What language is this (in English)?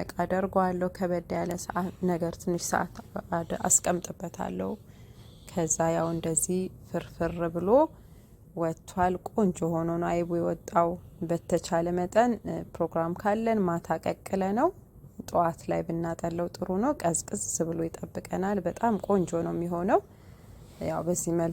Amharic